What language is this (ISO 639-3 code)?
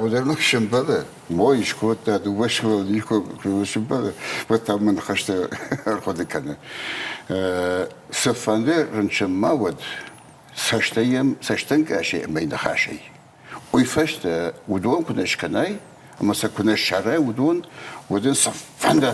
oss